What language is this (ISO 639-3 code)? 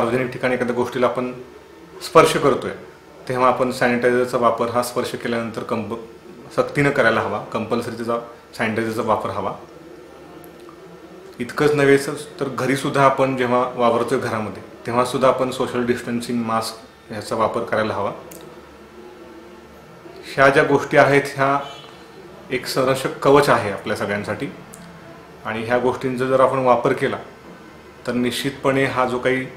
mar